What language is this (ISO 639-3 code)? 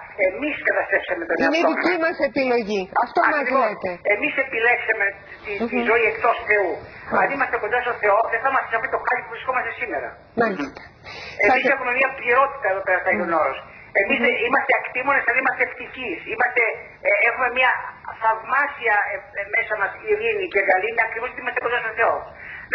ell